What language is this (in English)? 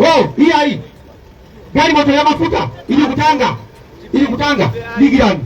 Nyanja